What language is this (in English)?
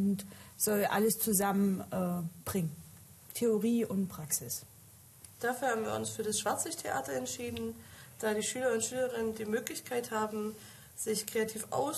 German